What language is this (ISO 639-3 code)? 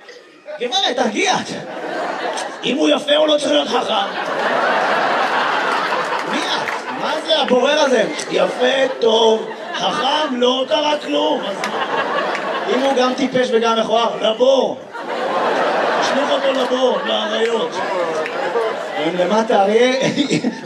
heb